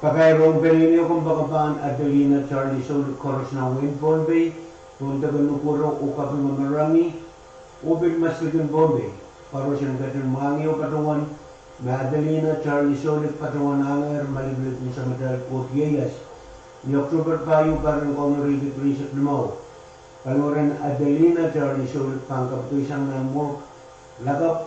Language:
Pohnpeian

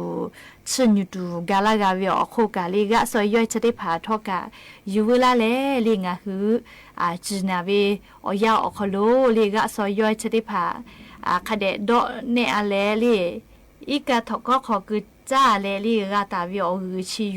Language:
Lahu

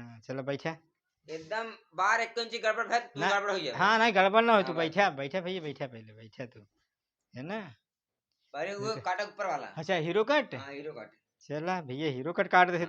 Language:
Awadhi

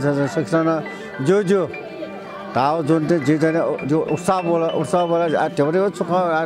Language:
Newari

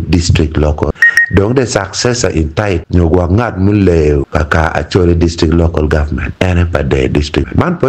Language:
Acoli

